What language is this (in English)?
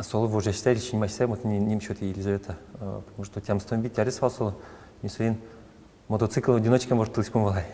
Udmurt